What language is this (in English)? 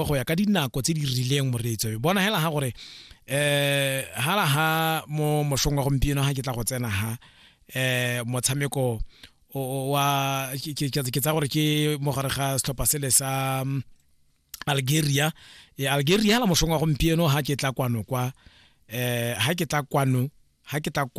Tswana